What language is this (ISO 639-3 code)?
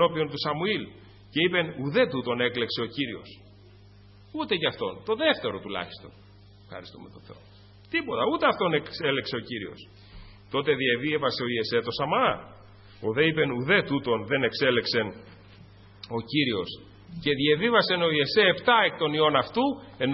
ell